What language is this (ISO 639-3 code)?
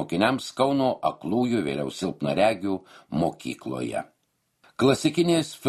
lit